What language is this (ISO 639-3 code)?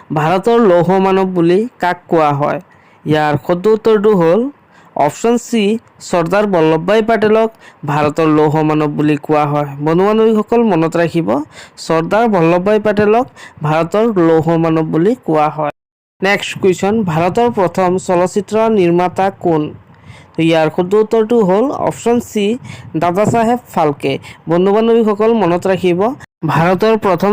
asm